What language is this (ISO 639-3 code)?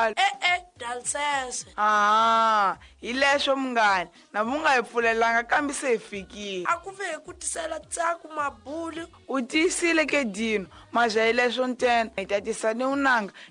tso